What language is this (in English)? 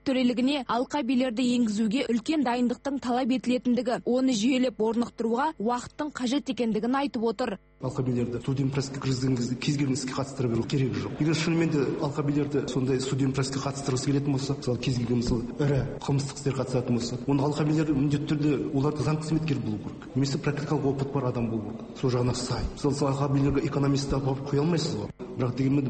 Kazakh